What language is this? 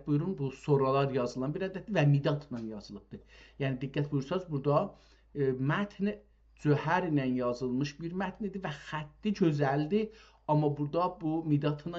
South Azerbaijani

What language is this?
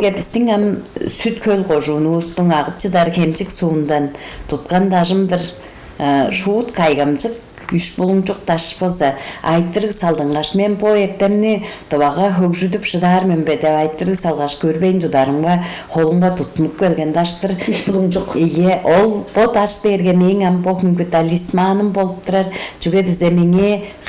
Tuvinian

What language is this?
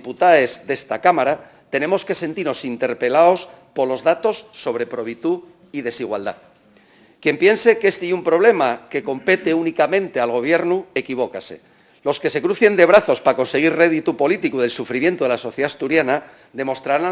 Asturian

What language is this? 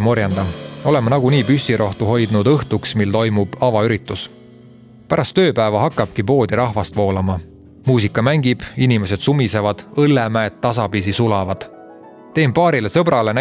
Estonian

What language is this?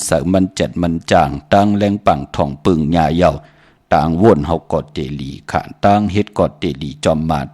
Shan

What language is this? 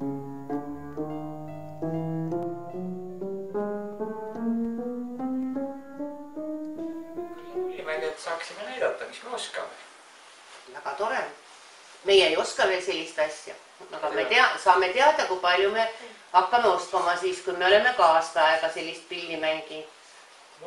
Estonian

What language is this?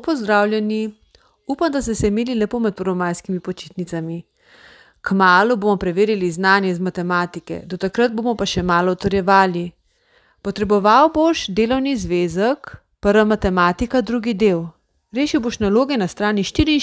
Slovenian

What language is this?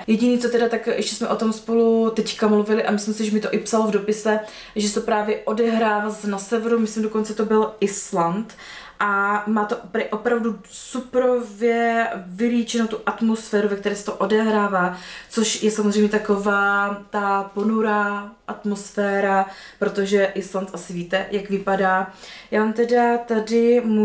Czech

